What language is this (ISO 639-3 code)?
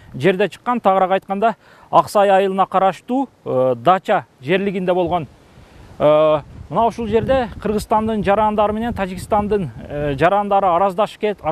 kir